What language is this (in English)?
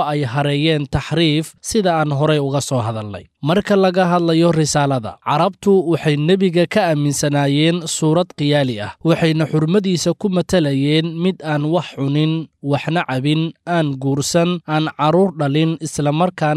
Somali